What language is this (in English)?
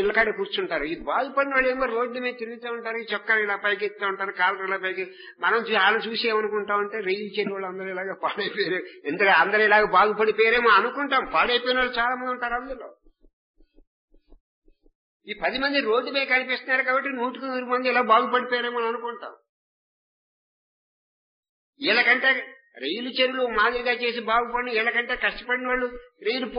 Telugu